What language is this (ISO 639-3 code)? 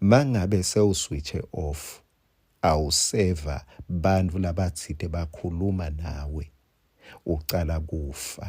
ssw